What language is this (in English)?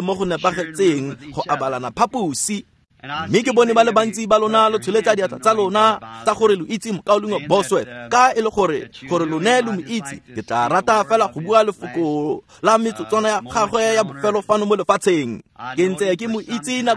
Tswana